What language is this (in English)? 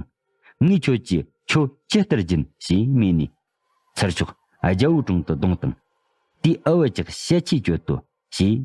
Tibetan